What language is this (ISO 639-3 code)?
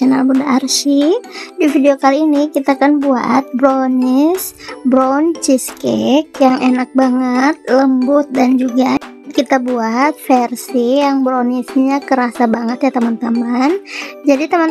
ind